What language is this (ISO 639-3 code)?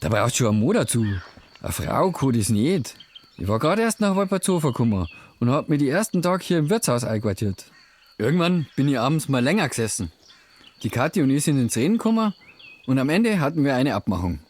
bar